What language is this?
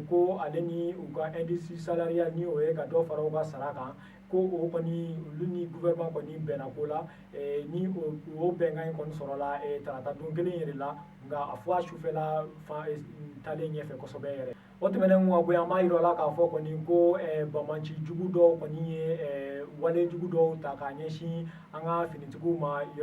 Bambara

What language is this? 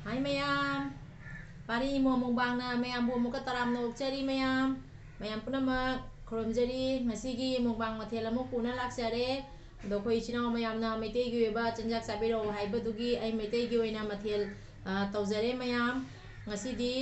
Manipuri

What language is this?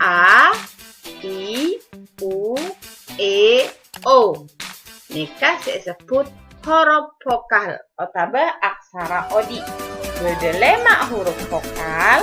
Madurese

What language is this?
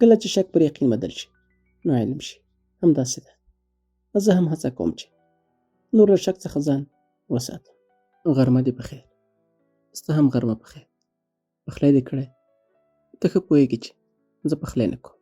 Pashto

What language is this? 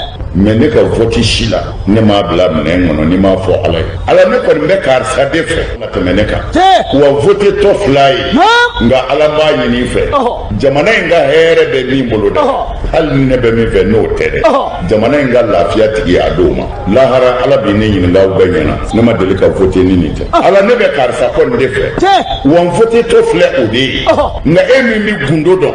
Bambara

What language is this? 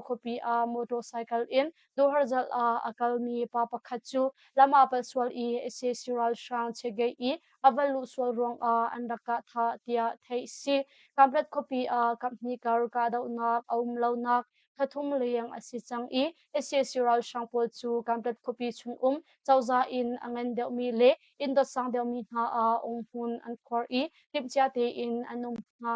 Hakha Chin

